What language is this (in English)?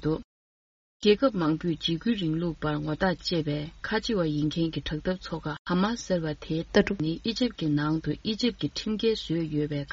Tibetan